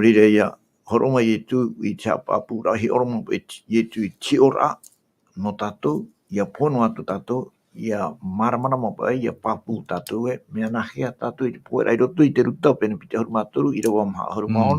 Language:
Tahitian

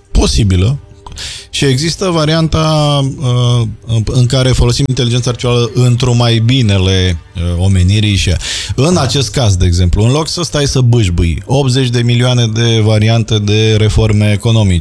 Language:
Romanian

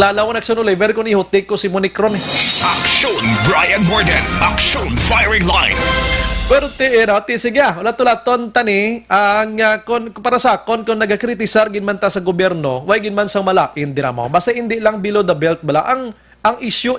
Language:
Hiligaynon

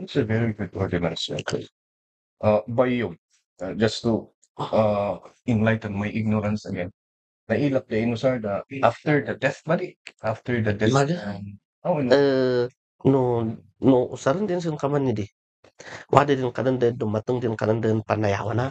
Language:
Kankanaey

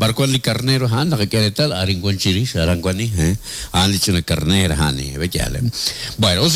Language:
Kekchí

